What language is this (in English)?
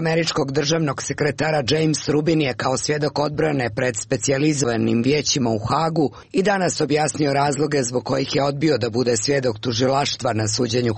Serbian